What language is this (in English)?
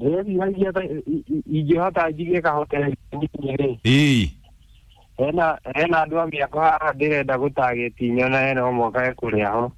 Kikuyu